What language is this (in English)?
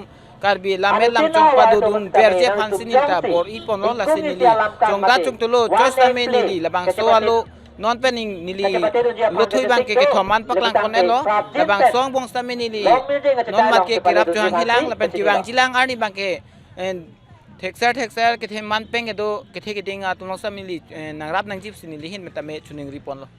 Karbi